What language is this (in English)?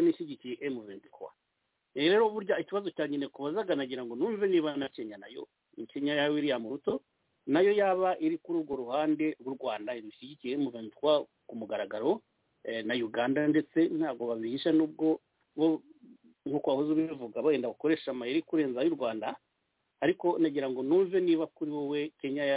Kinyarwanda